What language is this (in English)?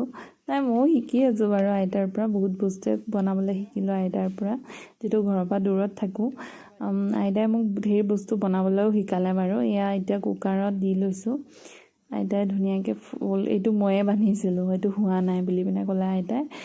Assamese